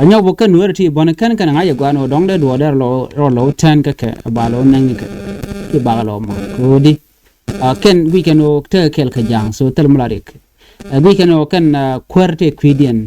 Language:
Nuer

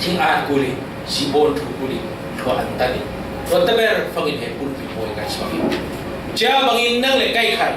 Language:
Falam Chin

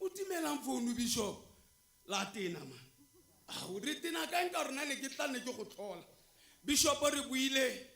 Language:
Tswana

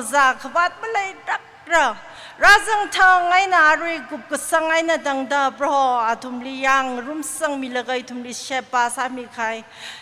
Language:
Tangkhul Naga (India)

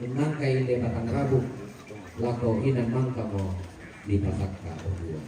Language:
Toraja-Sa'dan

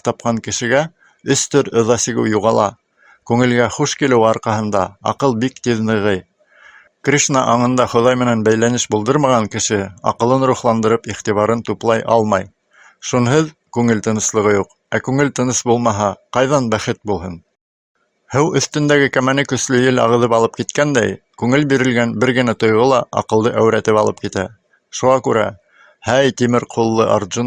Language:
Bashkir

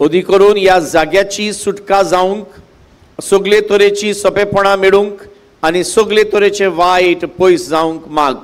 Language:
Konkani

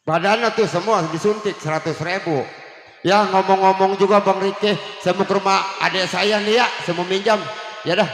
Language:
Betawi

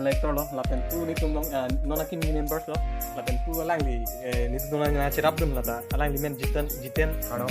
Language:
Karbi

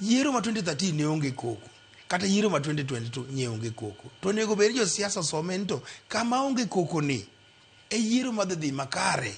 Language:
Luo (Kenya and Tanzania)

